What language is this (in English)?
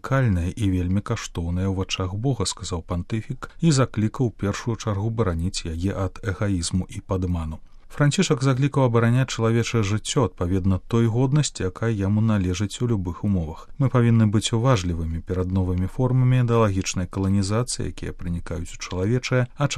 Belarusian